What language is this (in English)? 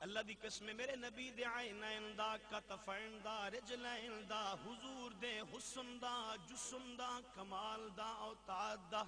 Saraiki